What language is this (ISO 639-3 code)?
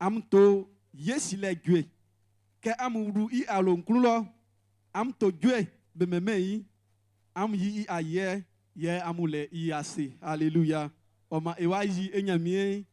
bci